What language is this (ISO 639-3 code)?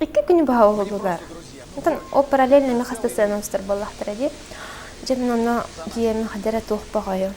sah